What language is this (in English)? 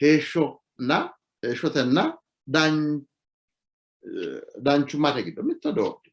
Sidamo